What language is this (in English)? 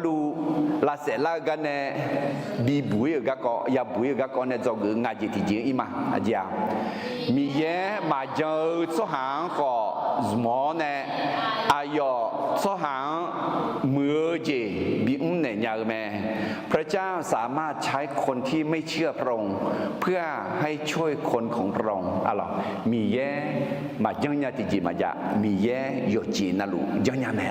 Akha